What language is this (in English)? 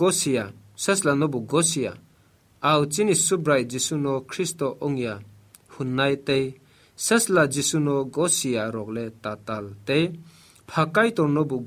Kok Borok